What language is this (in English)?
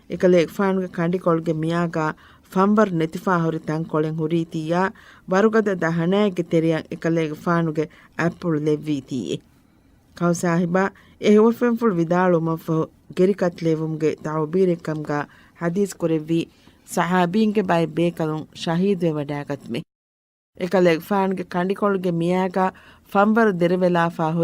Divehi